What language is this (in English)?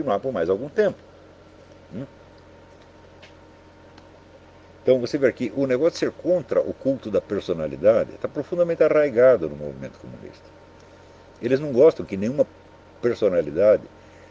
Portuguese